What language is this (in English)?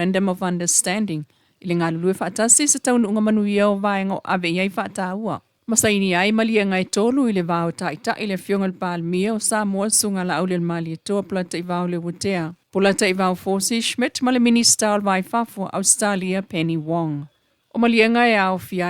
Samoan